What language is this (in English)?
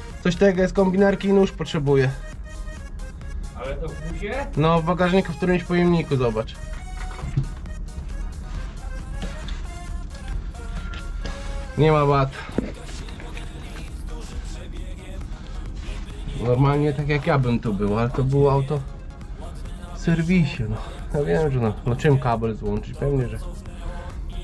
Polish